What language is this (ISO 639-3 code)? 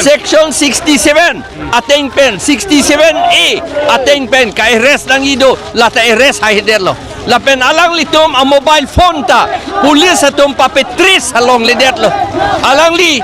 mjw